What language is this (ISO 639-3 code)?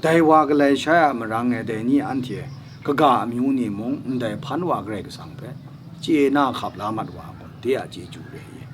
kac